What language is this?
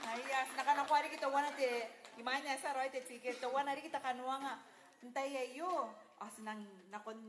Gilbertese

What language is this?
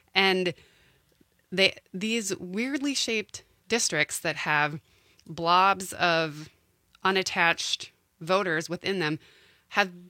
English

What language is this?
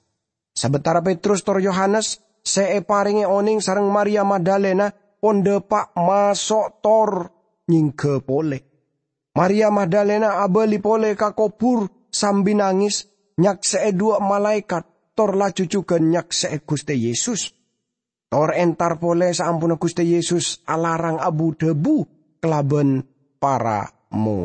Madurese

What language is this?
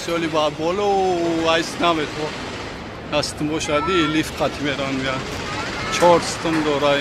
Tajik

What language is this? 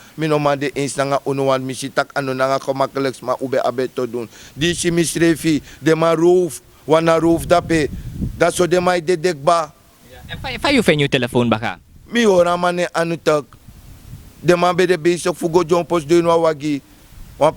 Sranan Tongo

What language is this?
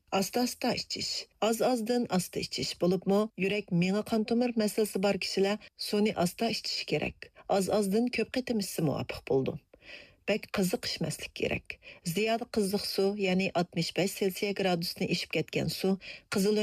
Uyghur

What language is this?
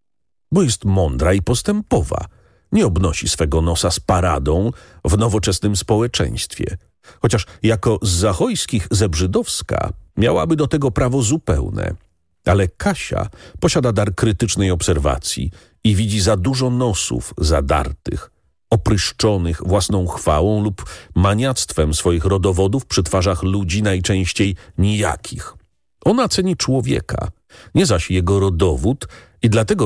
Polish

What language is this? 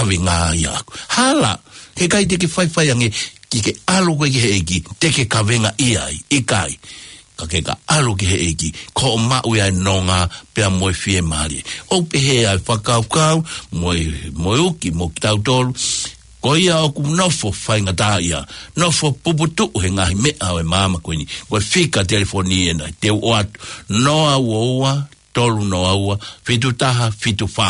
Tongan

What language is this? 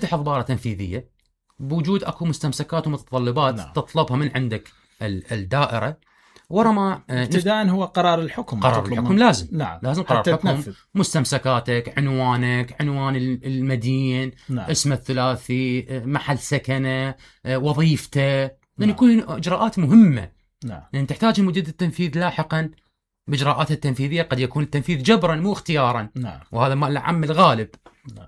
Mesopotamian Arabic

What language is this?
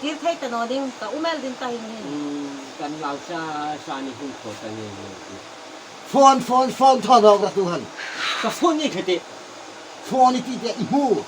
Hmar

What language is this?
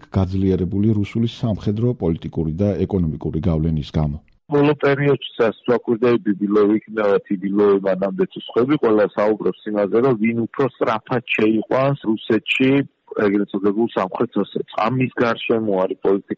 Georgian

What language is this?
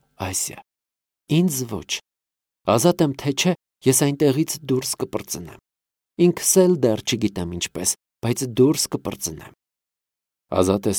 Armenian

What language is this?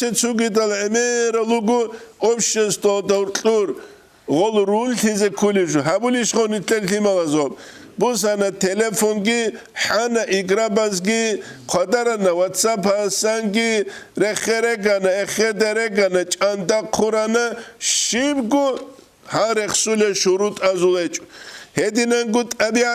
Avaric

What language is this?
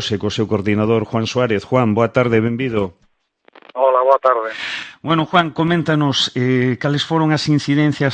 Galician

